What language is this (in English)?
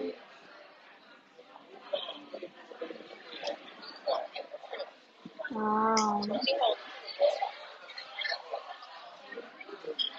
Chinese